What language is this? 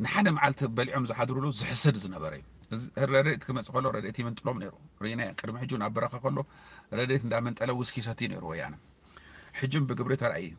Tigrinya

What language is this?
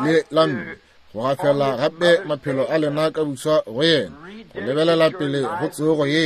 Northern Sotho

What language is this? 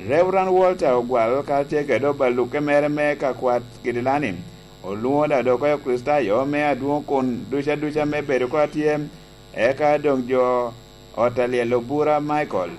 Lango (Uganda)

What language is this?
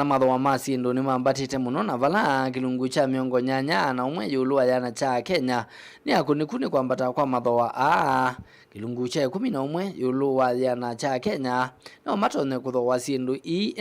Kamba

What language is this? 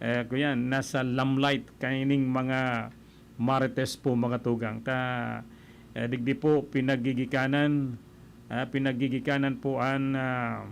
Bikol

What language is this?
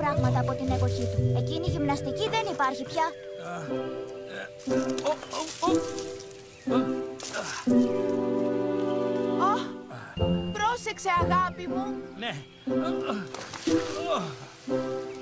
Greek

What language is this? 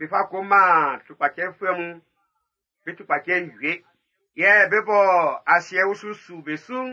Baoulé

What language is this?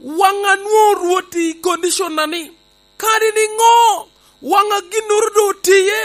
Lango (Uganda)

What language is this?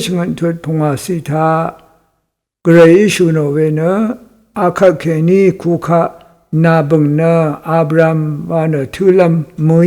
Rawang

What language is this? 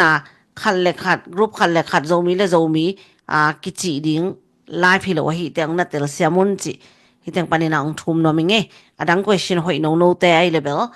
Tedim Chin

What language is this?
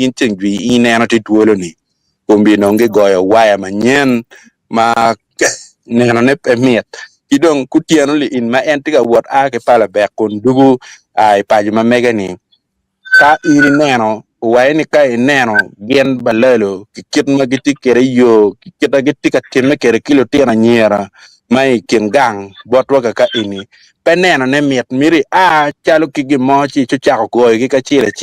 Acoli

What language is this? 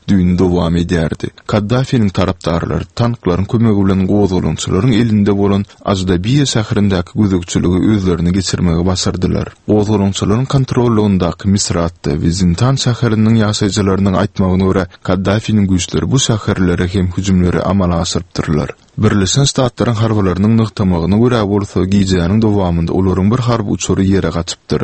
Turkmen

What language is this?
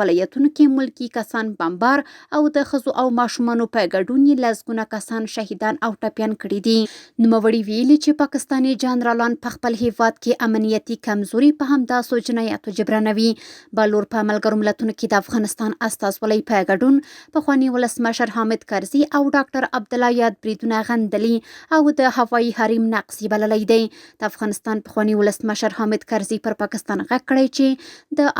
Pashto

